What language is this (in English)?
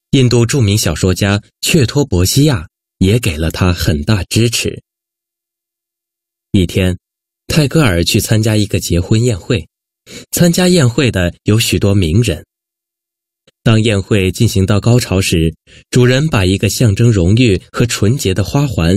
Chinese